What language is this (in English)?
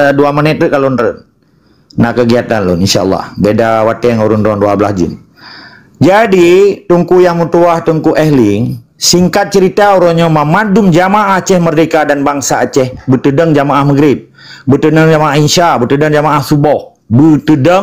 Achinese